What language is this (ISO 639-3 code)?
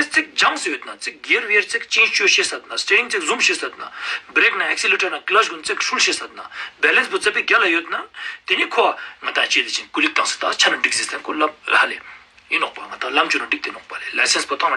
lbj